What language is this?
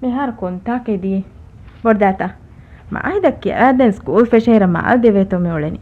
Divehi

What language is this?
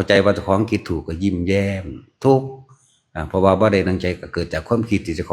Northeastern Thai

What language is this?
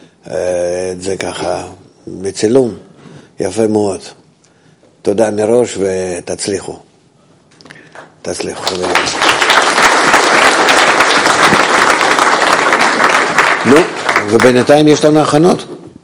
Hebrew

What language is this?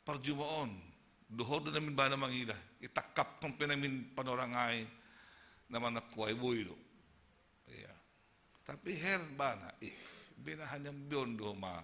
Batak Simalungun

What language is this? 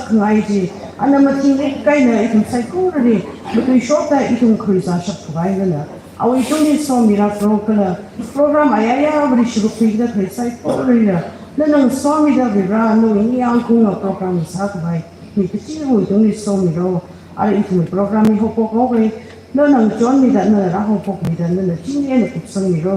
Tangkhul Naga (India)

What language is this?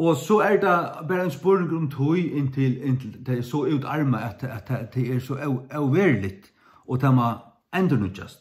Faroese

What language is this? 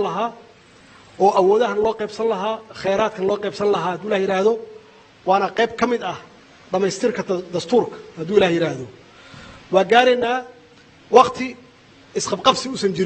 Somali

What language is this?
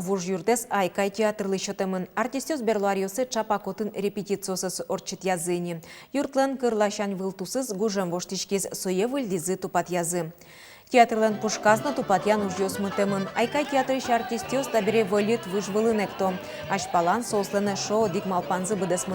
Udmurt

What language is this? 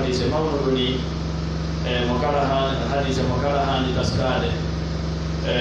Pular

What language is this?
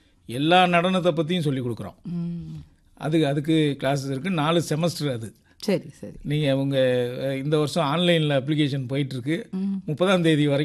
Tamil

